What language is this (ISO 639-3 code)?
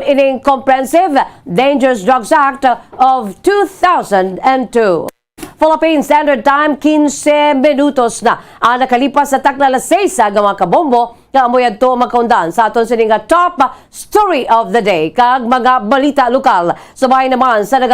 hil